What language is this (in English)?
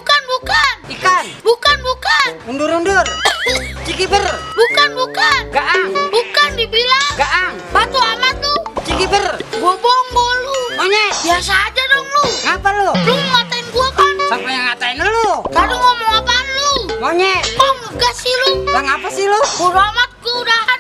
Betawi